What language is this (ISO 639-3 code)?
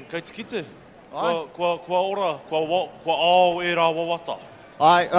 mri